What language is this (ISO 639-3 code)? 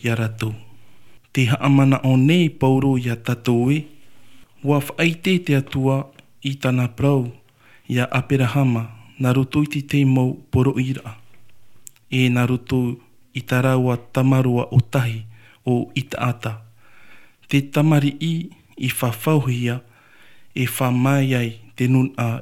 tah